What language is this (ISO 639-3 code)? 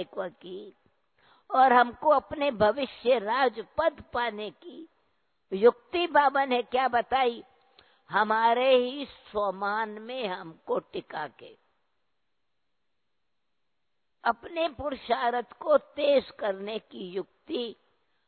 hin